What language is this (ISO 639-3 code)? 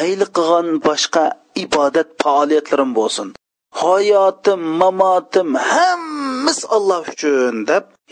uig